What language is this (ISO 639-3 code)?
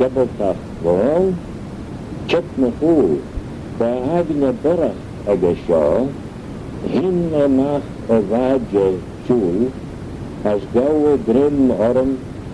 glv